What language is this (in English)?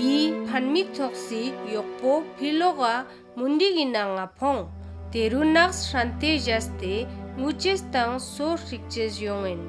Ladakhi